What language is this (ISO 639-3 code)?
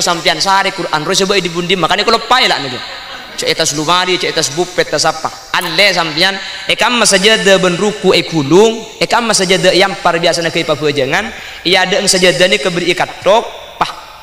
mad